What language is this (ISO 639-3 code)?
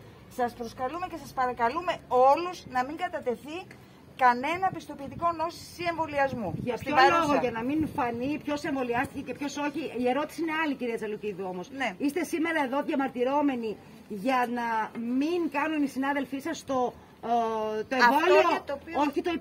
ell